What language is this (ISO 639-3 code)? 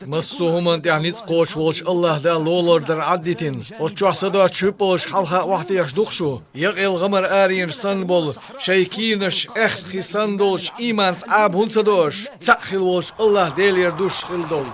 che